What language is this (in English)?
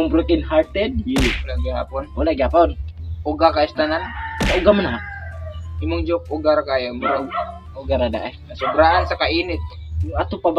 Cebuano